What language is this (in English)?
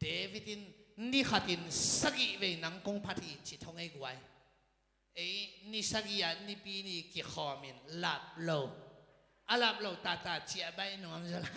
Tedim Chin